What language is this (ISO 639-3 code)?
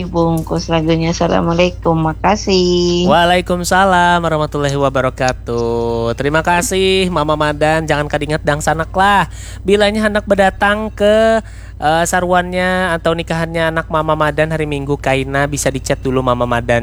bjn